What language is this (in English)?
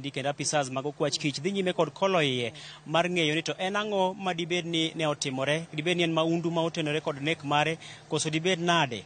Luo (Kenya and Tanzania)